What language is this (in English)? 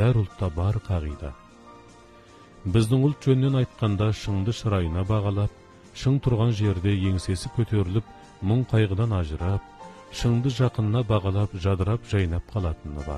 Kazakh